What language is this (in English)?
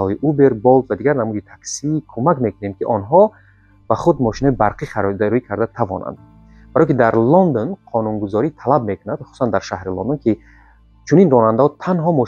Tajik